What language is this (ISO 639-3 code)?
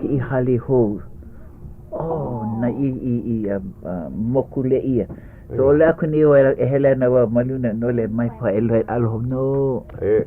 haw